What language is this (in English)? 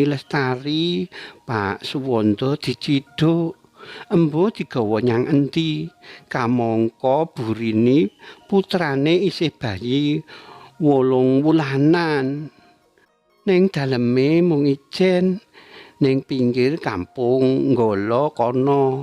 Javanese